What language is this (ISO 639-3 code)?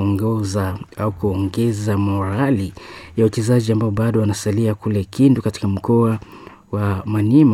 swa